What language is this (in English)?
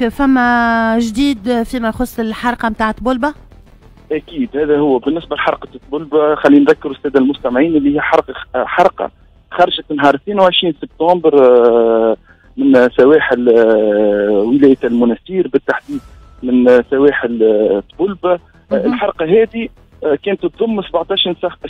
Tunisian Arabic